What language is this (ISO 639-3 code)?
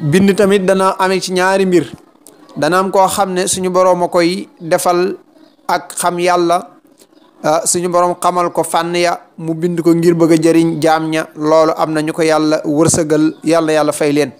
wol